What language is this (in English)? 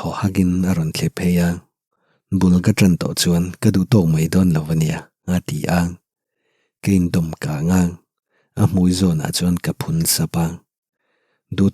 Mizo